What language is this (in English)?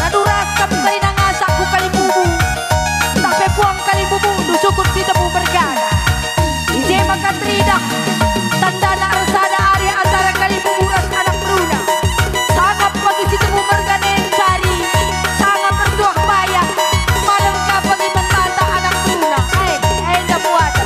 Batak Karo